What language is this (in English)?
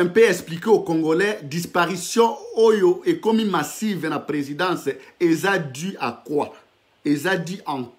French